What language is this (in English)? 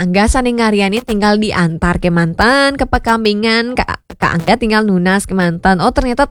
Balinese